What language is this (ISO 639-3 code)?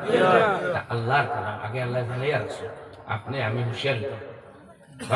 syl